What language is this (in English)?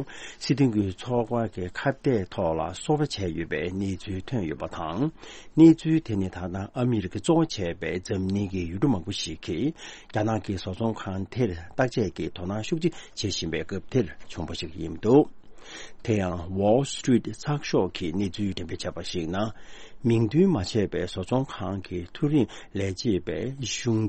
Tibetan